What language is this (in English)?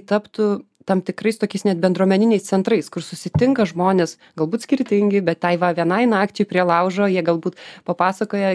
Lithuanian